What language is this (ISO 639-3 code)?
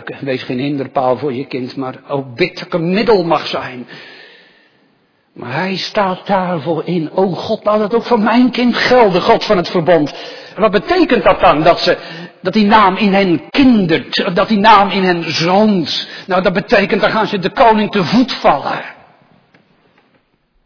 nld